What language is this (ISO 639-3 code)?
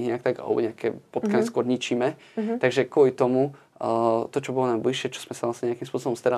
slk